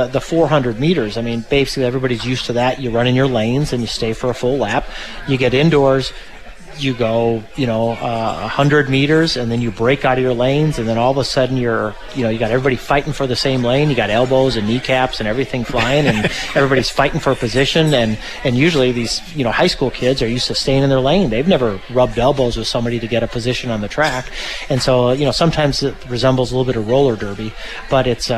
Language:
English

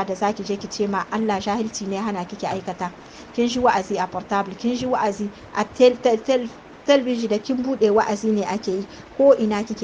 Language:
Hausa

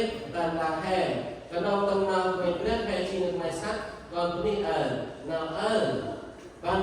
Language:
Central Mnong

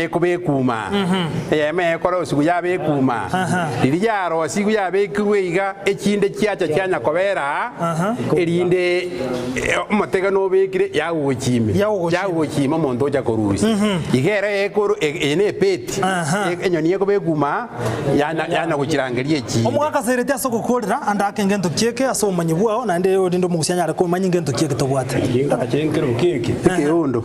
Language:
Gusii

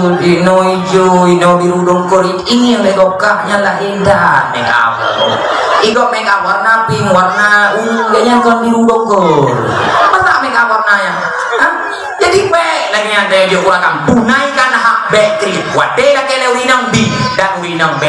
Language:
Achinese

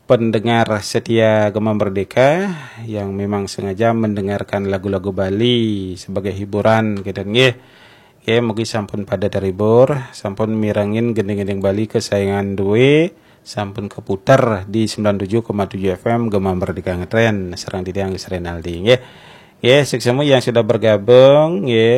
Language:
Balinese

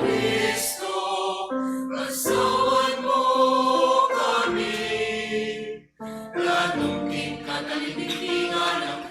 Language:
Pampanga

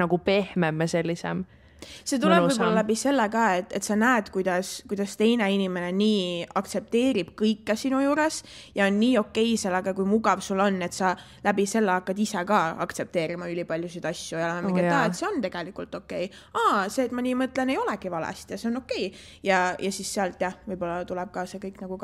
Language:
Estonian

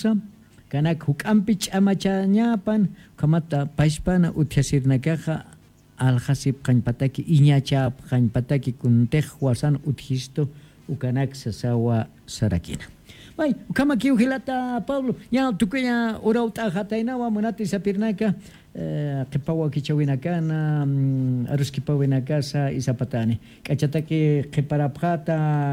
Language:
Aymara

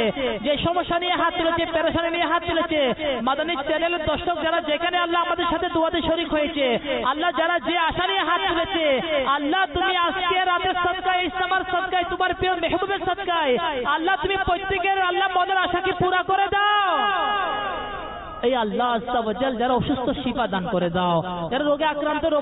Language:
Bangla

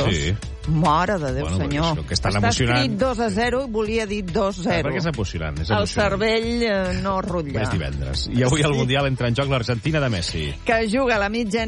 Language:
Catalan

